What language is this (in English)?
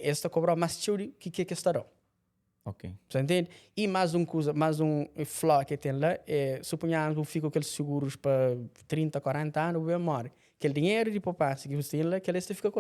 Kabuverdianu